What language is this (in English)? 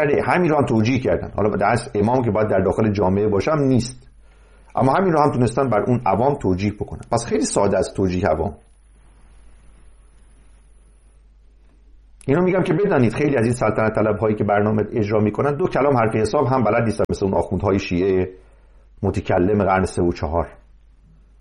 Persian